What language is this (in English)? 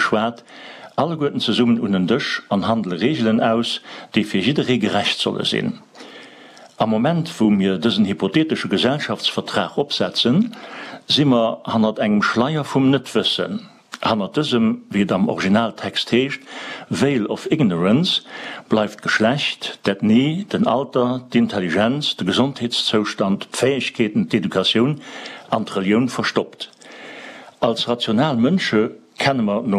Luxembourgish